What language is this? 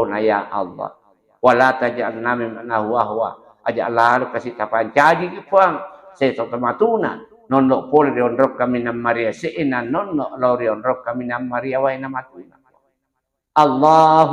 Buginese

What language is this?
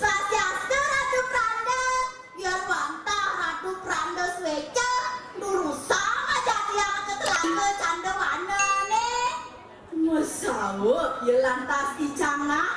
Balinese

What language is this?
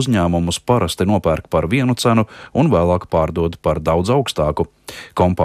Latvian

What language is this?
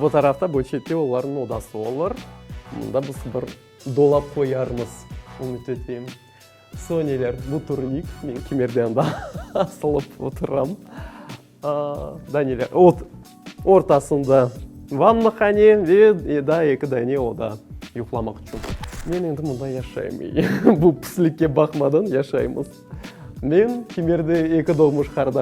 Crimean Tatar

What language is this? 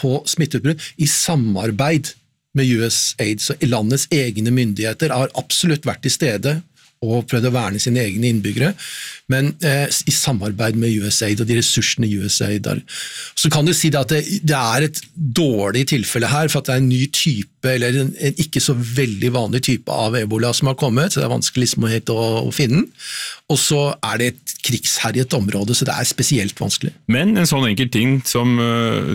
Norwegian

